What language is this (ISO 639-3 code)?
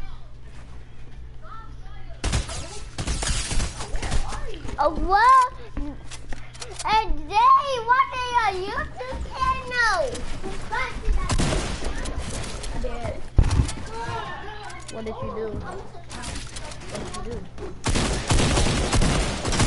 eng